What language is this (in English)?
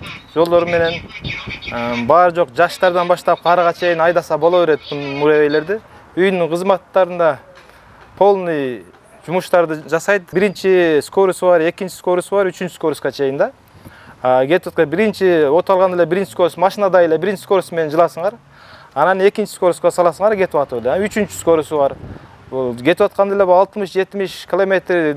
Kyrgyz